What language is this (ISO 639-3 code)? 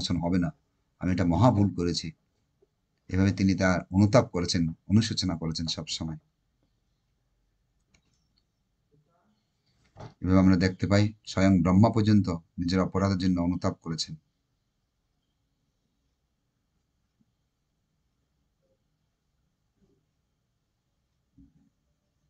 ben